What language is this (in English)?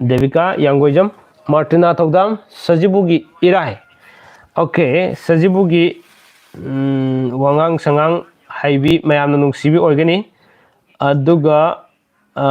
Manipuri